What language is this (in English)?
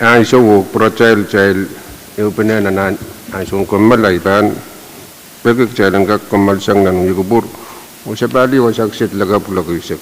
Pohnpeian